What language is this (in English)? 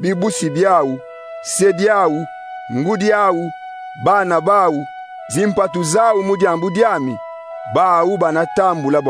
Kongo